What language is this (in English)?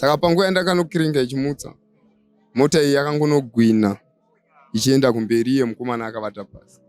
Shona